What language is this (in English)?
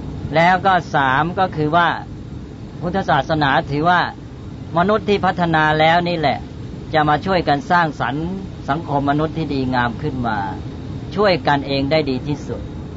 Thai